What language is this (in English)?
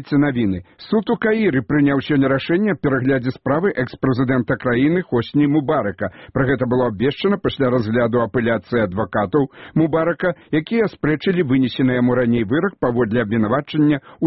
Belarusian